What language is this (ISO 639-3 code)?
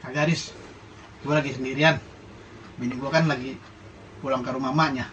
bew